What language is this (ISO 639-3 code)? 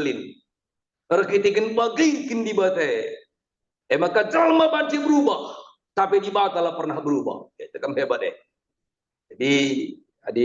btx